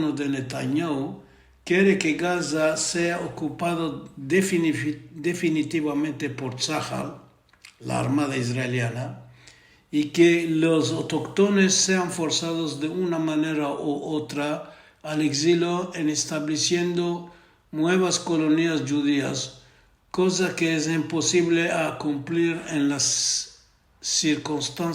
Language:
Ladino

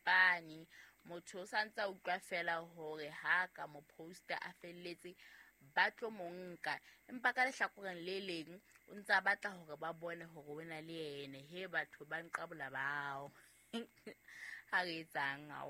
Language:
Southern Sotho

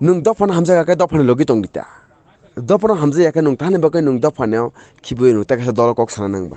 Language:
Kok Borok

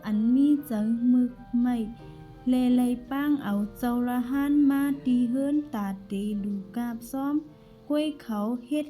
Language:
Shan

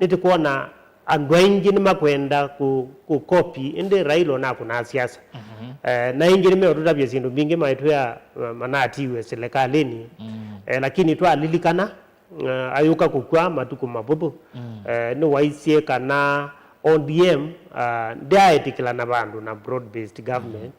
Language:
Kamba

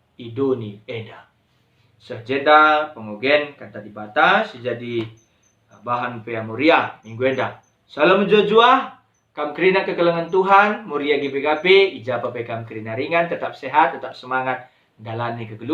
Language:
Batak Karo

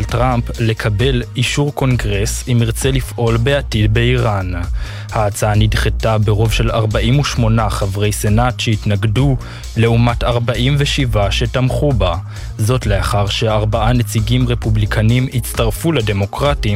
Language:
Hebrew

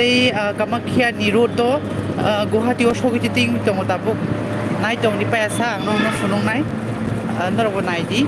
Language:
Kok Borok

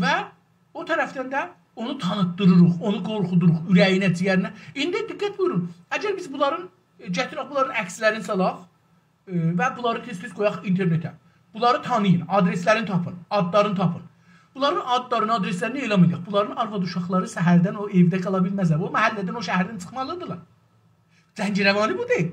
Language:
South Azerbaijani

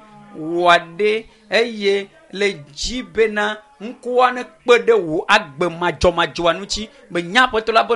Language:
Ewe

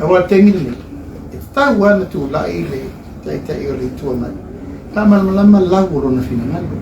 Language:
Samoan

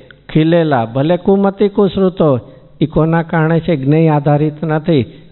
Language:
Gujarati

